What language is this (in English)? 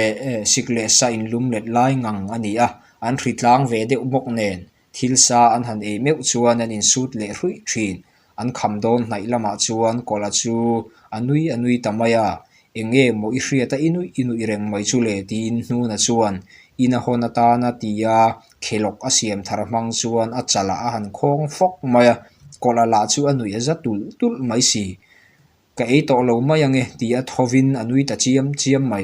Mizo